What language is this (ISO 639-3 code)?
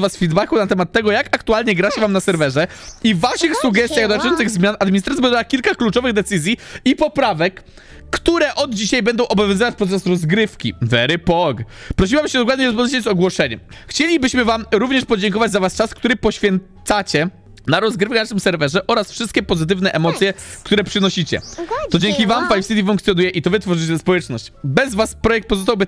pol